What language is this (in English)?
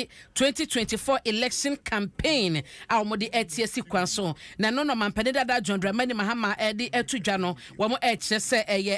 Akan